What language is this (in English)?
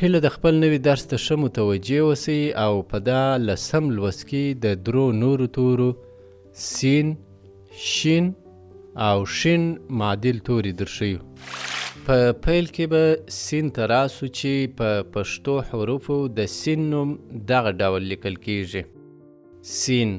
Pashto